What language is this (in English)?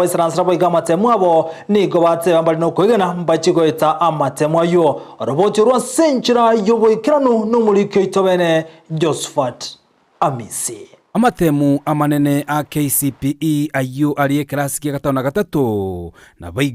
Gusii